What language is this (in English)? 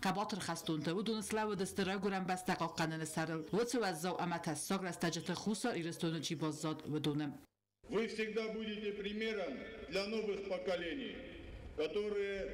Ossetic